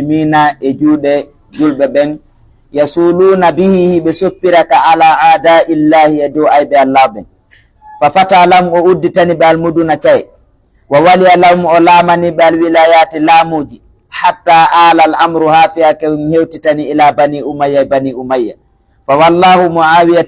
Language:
Fula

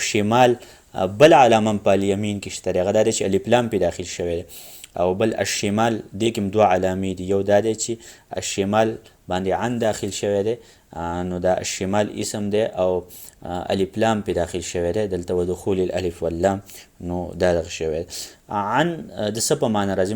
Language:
Pashto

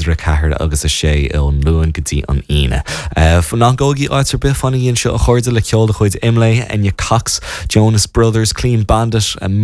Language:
Irish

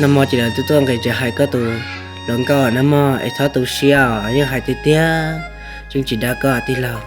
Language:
Hmong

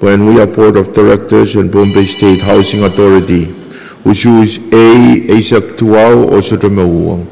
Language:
Pohnpeian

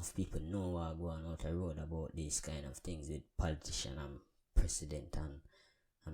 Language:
Jamaican Creole English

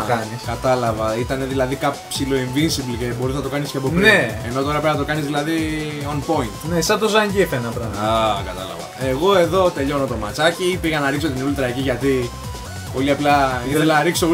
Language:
Greek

